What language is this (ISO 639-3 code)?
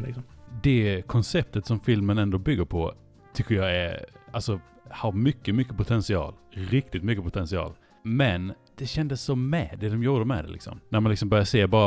swe